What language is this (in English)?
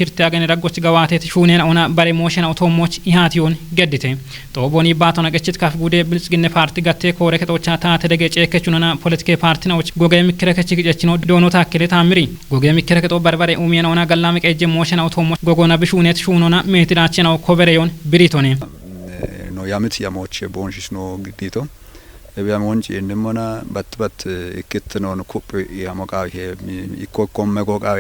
Kafa